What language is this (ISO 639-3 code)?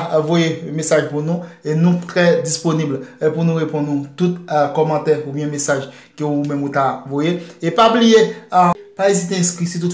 hat